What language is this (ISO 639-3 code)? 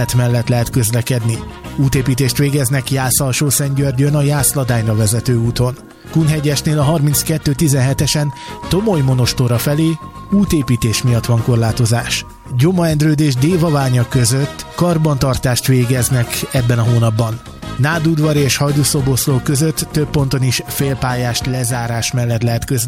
hun